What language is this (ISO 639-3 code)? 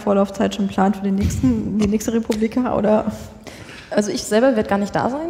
deu